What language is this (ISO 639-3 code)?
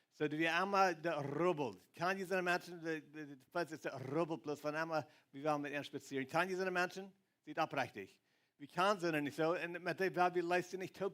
pdt